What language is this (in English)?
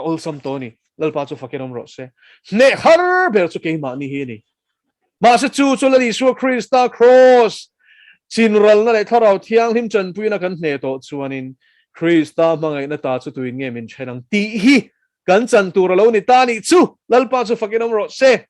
Mizo